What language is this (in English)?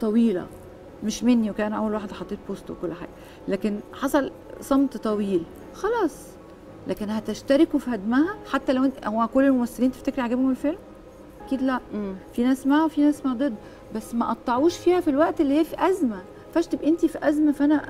Egyptian Arabic